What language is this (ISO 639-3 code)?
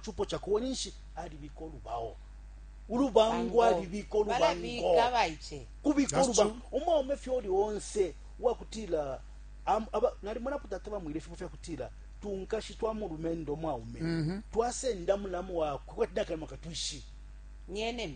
bem